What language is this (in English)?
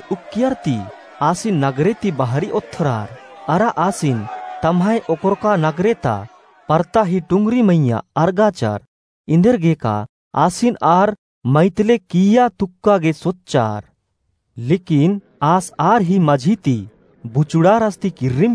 Kurukh